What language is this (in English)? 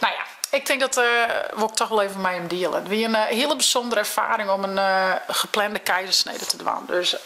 Western Frisian